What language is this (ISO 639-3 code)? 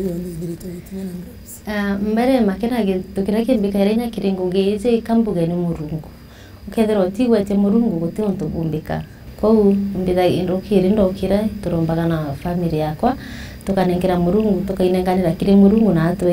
mer